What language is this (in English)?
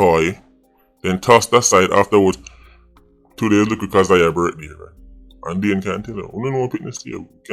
Jamaican Creole English